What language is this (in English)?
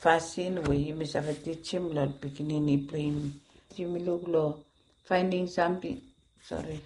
Bislama